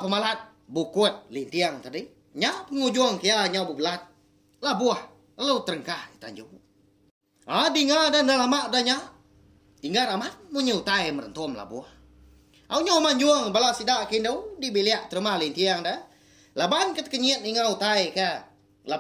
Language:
Iban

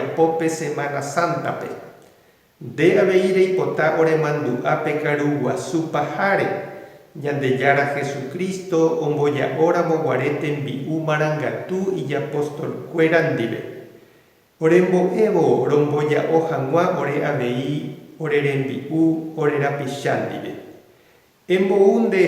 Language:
Guarani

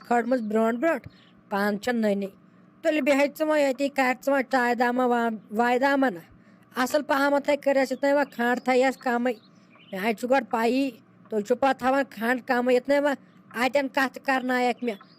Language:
Kashmiri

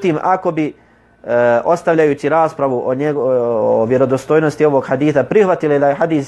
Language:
Bosnian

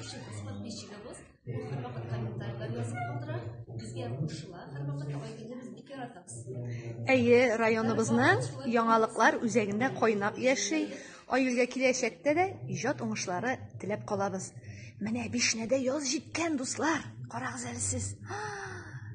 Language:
Tatar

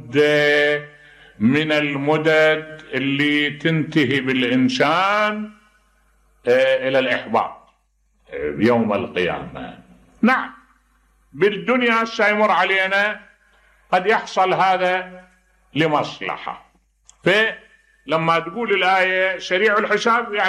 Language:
Mesopotamian Arabic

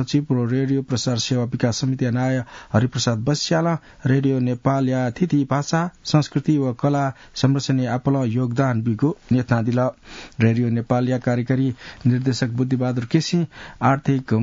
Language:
Newari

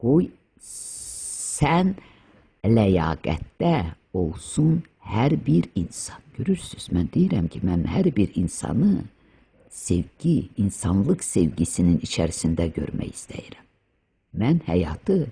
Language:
Azerbaijani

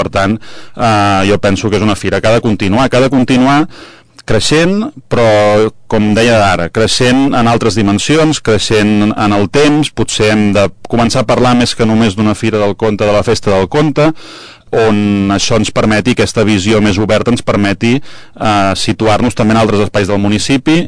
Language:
Catalan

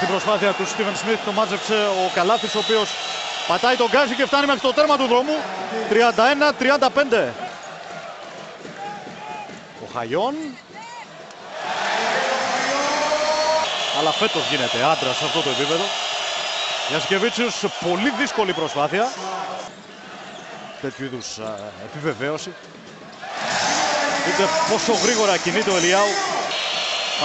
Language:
Greek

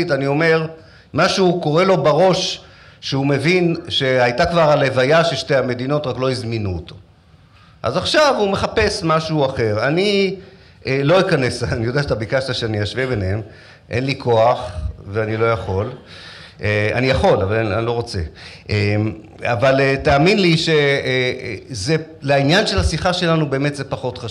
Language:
Hebrew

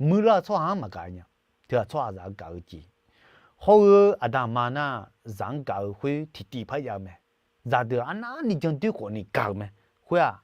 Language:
Akha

